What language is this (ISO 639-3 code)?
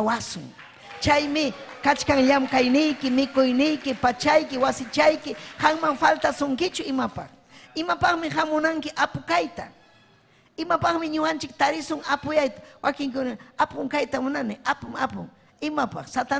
quy